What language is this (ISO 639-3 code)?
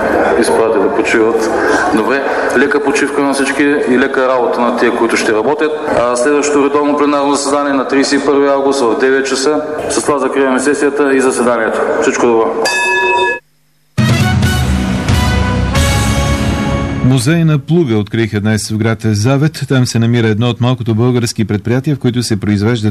bul